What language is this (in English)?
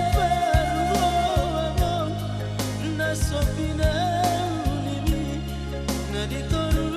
Batak Toba